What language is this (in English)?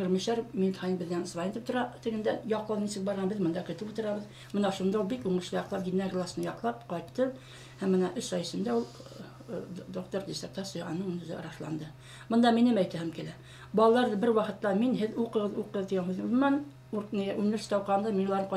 Bashkir